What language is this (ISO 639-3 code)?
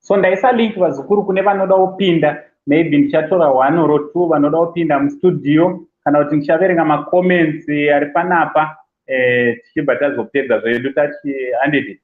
sna